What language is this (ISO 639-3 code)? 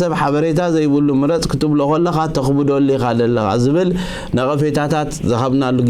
tir